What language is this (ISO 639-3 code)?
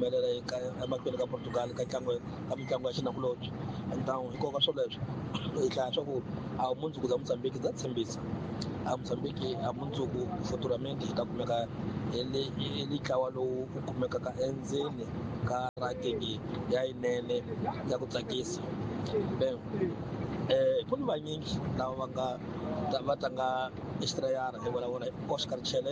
tso